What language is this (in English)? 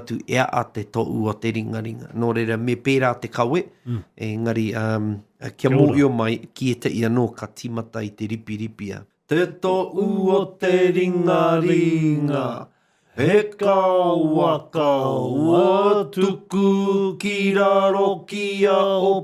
Māori